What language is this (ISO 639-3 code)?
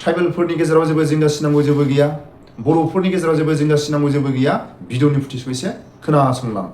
brx